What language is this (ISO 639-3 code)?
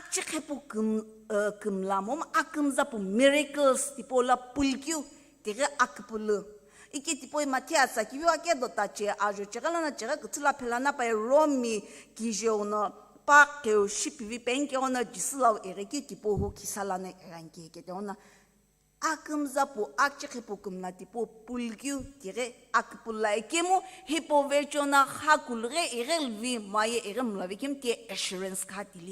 nsm